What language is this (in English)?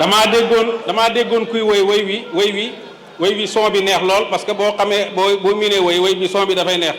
Wolof